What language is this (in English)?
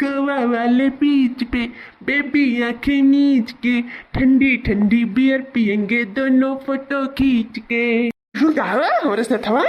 Awadhi